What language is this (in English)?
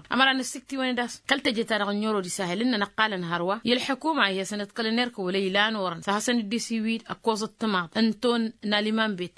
Tamasheq